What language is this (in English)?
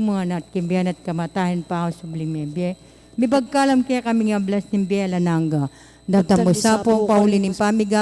Pampanga